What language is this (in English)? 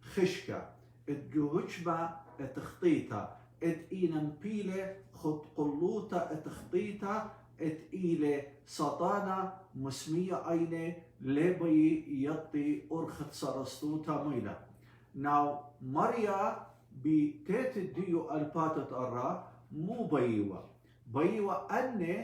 Assyrian Neo-Aramaic